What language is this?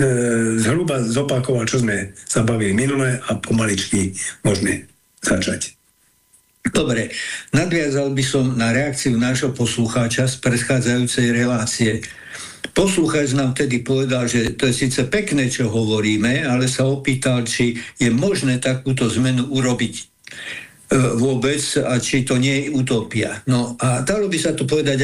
Slovak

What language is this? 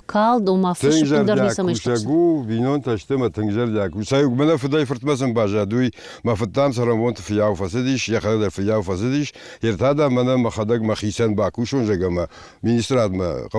Ossetic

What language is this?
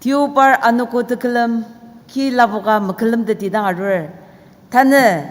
Ao Naga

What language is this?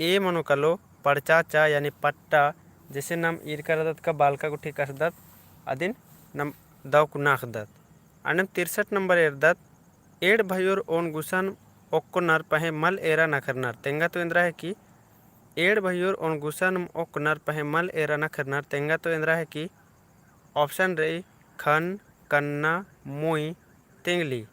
Kurukh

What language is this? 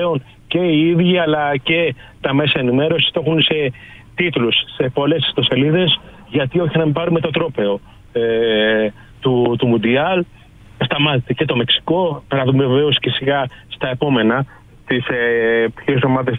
Greek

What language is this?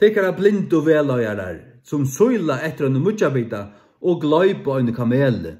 Faroese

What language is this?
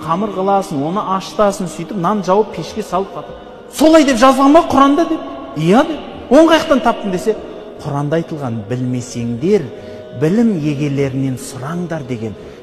Kazakh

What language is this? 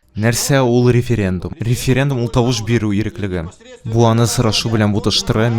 Tatar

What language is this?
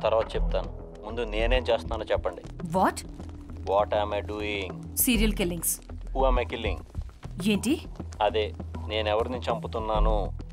Telugu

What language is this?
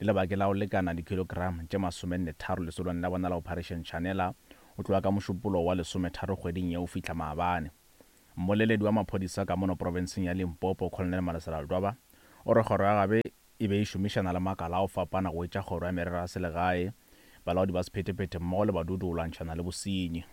Northern Sotho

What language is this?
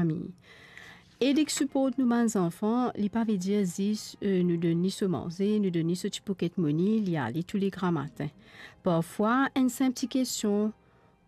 Morisyen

